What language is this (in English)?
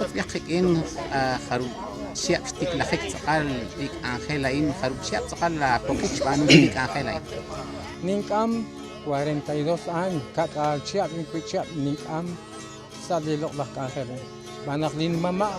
Kekchí